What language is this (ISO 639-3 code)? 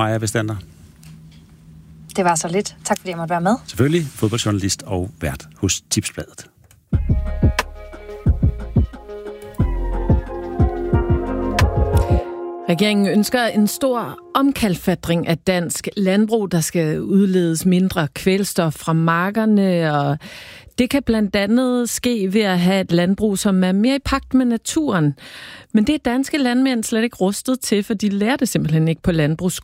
dan